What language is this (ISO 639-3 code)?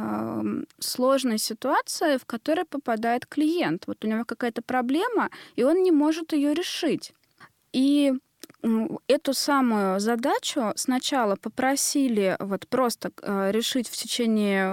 rus